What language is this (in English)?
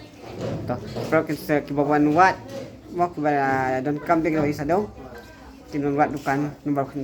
Khasi